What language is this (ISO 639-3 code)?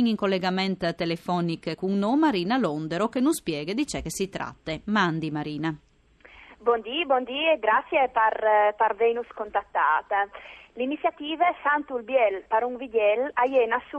fur